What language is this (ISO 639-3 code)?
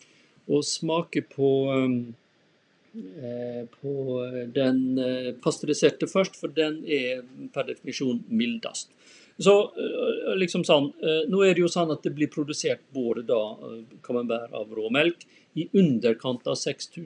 nor